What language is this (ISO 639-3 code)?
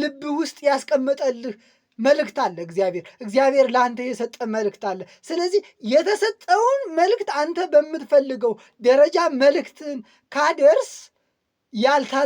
amh